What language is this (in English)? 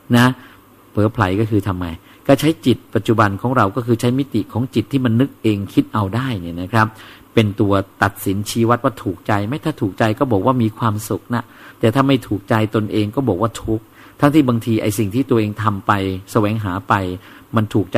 Thai